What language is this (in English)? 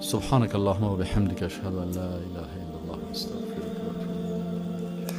Persian